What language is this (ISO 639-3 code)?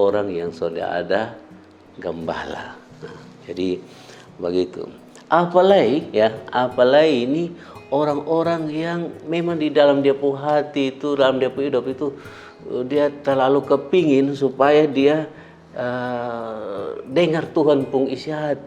mkn